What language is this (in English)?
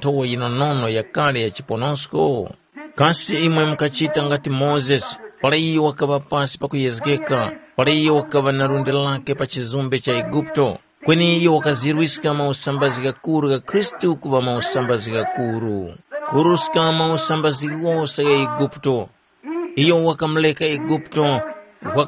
Tumbuka